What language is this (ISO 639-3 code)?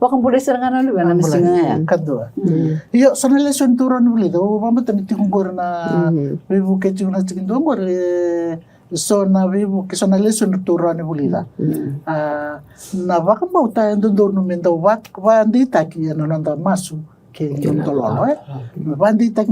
fij